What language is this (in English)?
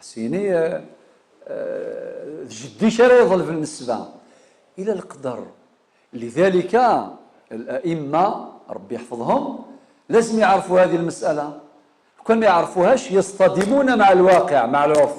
Kabyle